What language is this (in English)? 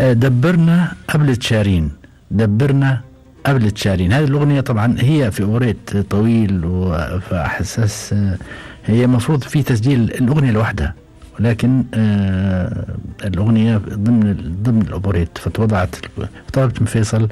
Gulf Arabic